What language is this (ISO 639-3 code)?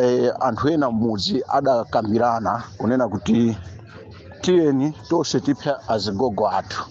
nya